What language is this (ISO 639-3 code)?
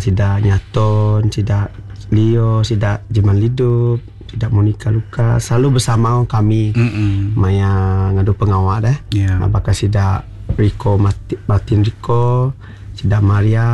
iba